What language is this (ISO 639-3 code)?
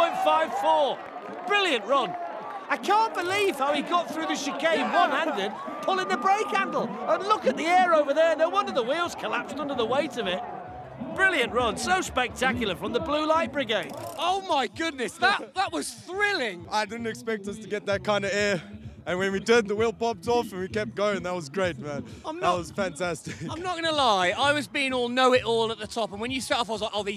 eng